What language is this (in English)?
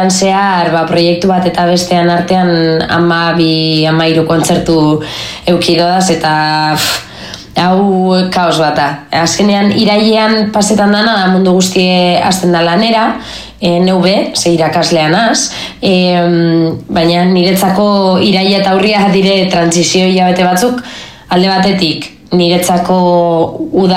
Basque